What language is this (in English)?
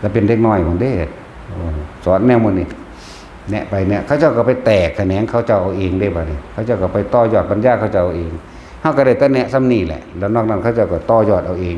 Lao